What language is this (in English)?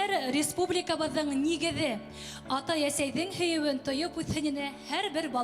Bashkir